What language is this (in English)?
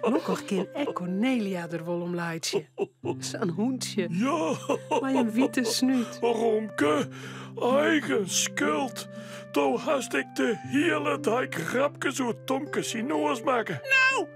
Western Frisian